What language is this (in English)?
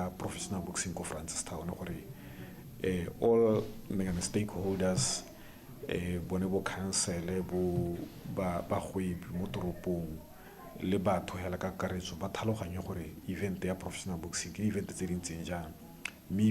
Tswana